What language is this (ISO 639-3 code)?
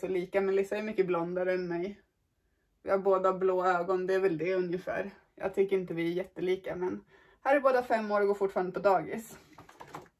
swe